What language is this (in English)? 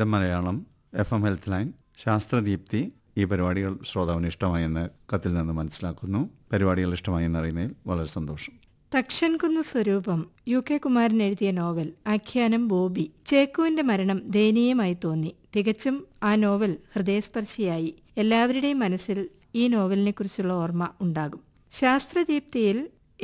Malayalam